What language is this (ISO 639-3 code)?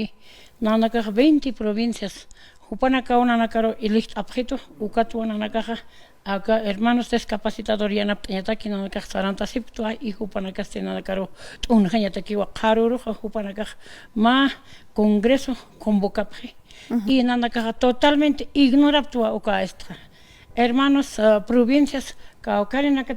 aym